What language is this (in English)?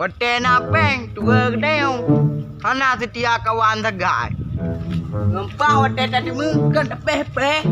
Achinese